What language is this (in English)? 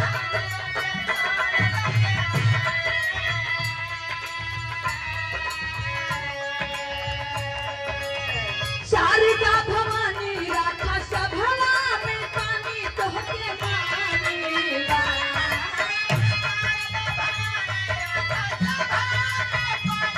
Bhojpuri